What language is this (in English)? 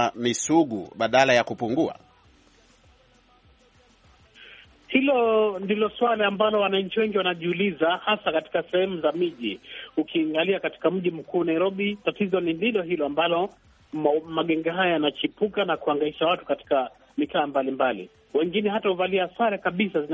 Swahili